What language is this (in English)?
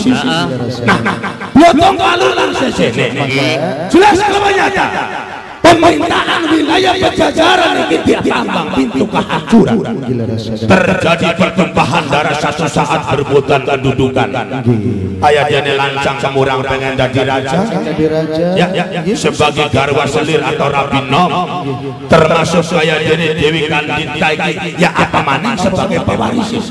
Javanese